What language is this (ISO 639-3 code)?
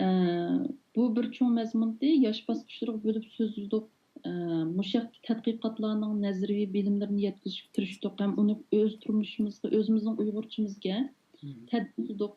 uig